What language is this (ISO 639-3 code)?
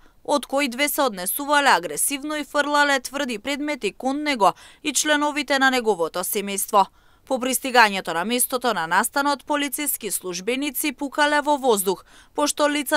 mkd